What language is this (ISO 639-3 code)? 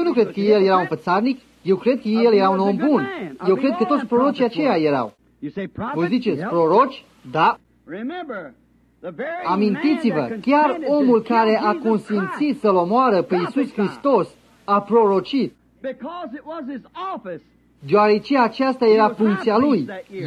ron